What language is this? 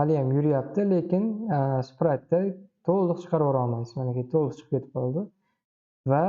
Uzbek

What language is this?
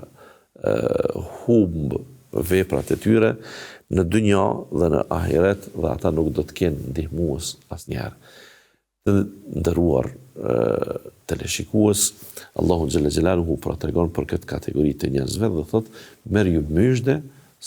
Albanian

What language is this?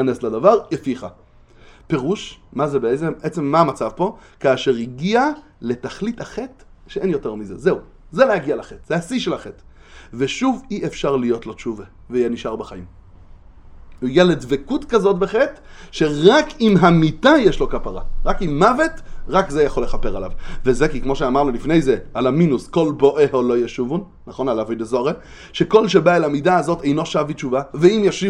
Hebrew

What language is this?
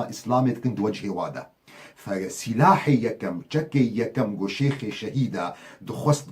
Kurdish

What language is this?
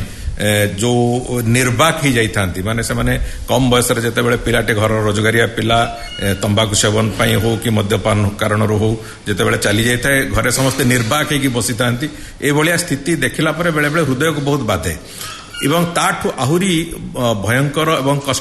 Odia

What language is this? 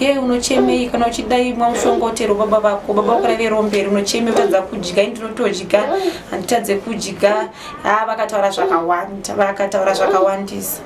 Shona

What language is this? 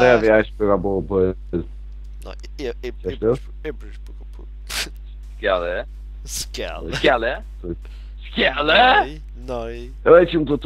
Faroese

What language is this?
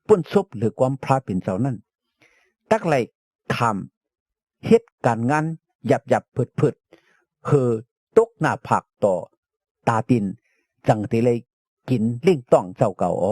Shan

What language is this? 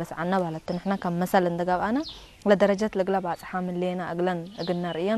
Tigre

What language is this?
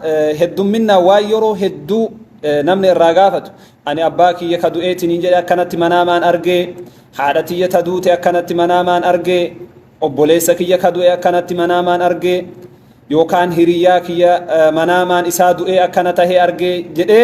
Oromo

